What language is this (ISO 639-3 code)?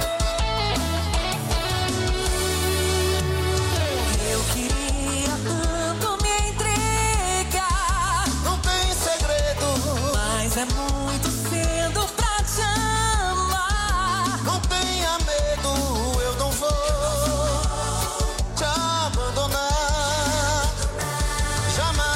por